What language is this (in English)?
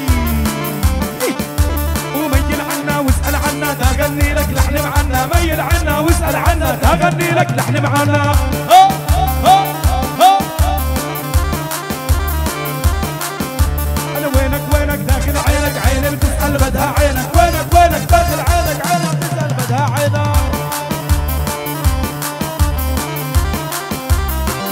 South Levantine Arabic